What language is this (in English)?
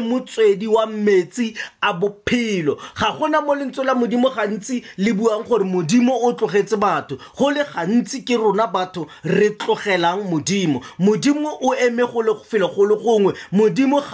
Tswana